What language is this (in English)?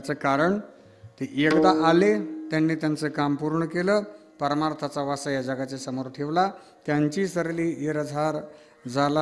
Marathi